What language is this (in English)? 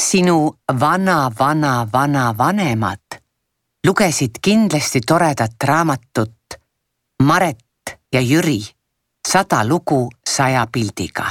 Estonian